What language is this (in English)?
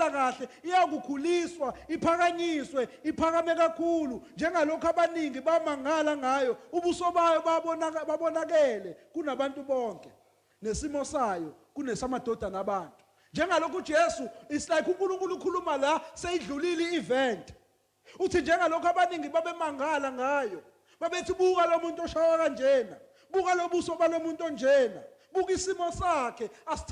Zulu